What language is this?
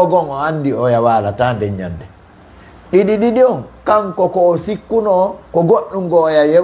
Fula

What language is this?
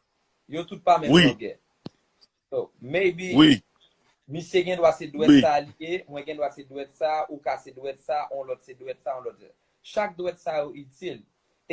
Haitian Creole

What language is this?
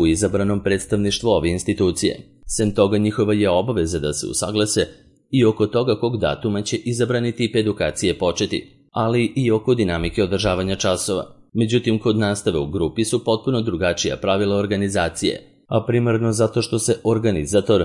Serbian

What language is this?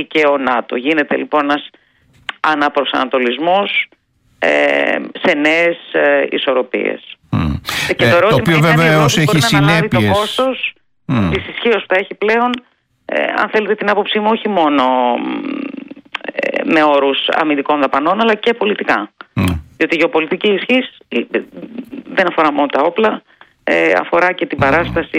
Greek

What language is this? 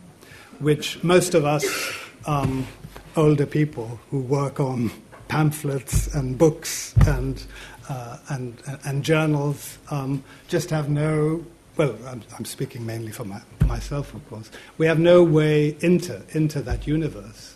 English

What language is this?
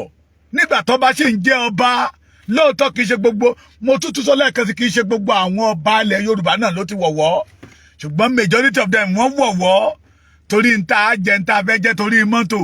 Yoruba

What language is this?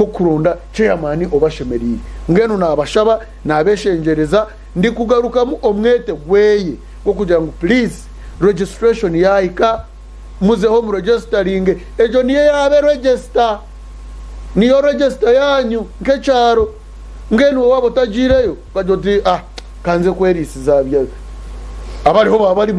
Nyankole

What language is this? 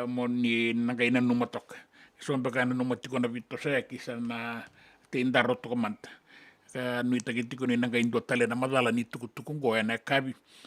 Fijian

